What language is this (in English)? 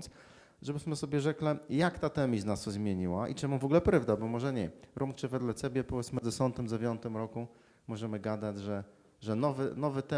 Kashubian